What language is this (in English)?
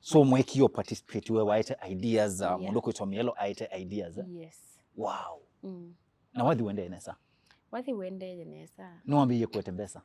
Kamba